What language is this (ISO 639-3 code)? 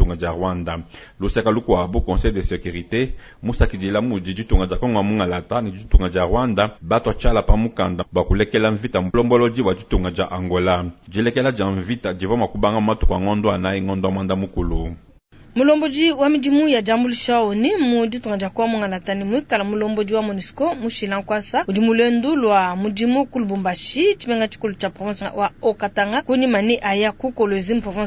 lua